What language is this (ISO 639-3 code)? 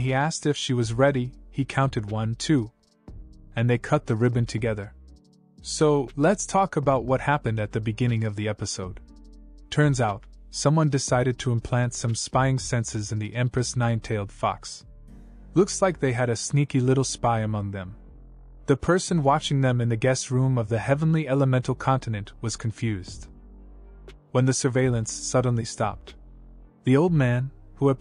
eng